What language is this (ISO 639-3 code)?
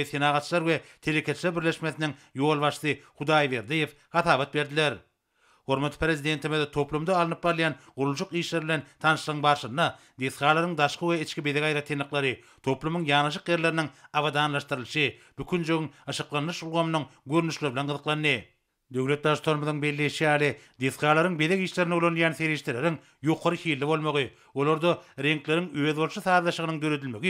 tuk